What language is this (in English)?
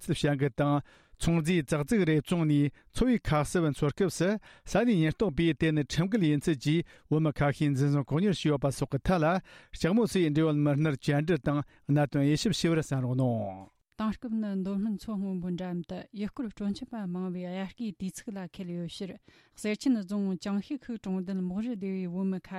Tibetan